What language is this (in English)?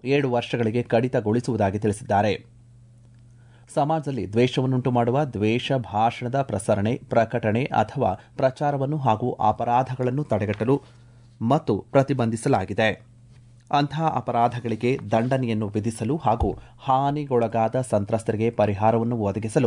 Kannada